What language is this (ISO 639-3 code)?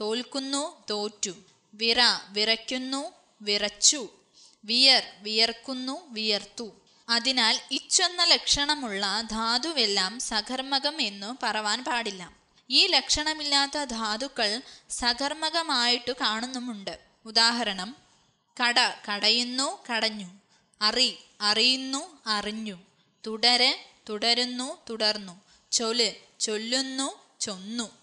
mal